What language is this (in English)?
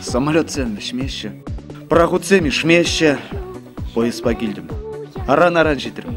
Chuvash